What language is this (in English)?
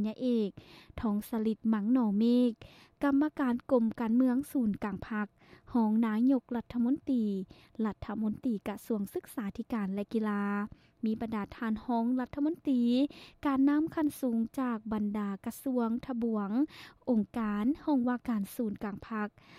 Lao